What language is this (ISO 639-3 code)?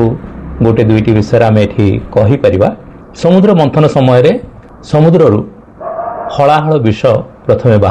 ori